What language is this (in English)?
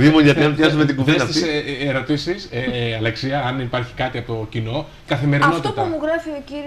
Greek